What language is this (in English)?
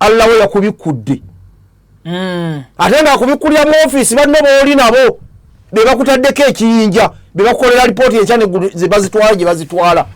Ganda